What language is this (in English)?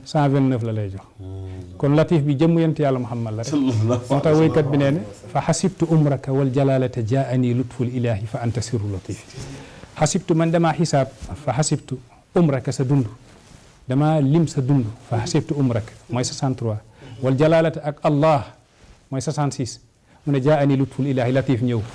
Wolof